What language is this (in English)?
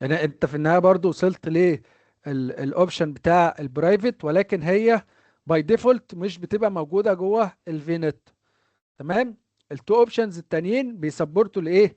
Egyptian Arabic